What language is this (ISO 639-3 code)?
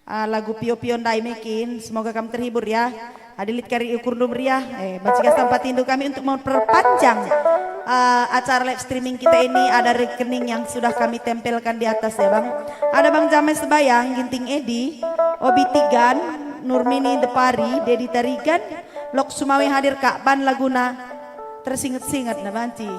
btx